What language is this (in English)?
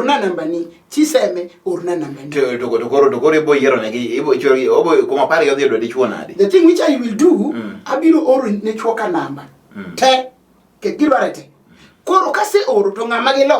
Luo (Kenya and Tanzania)